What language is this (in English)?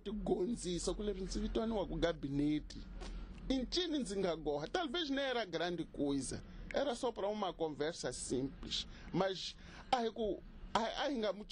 Tsonga